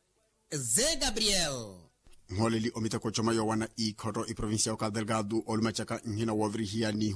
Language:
Makhuwa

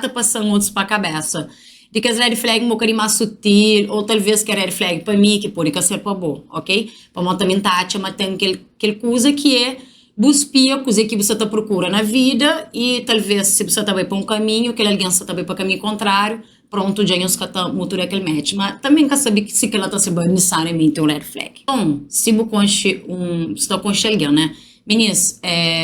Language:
Kabuverdianu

